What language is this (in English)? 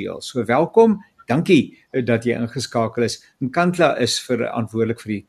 Afrikaans